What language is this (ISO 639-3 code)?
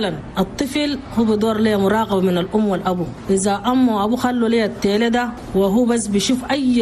shu